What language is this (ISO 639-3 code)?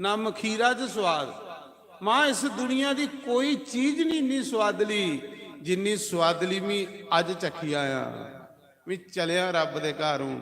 doi